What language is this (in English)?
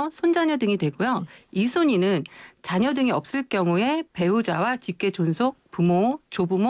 Korean